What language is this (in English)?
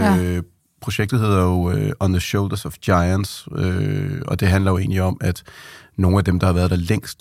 Danish